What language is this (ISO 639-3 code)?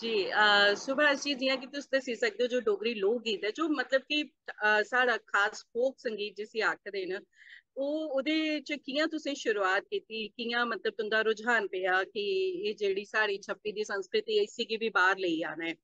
doi